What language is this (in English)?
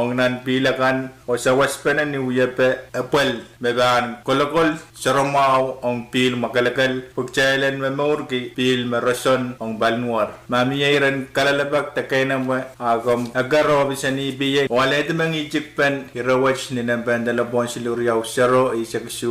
Pohnpeian